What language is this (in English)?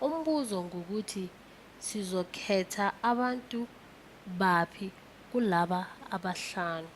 Zulu